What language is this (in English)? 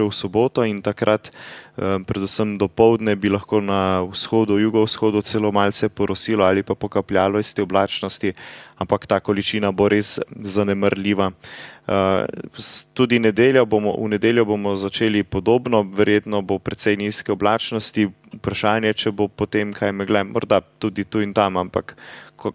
Slovenian